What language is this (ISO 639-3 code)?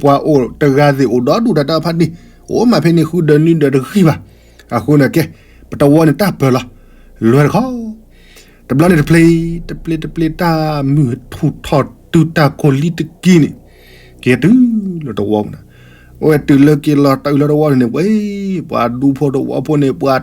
ksw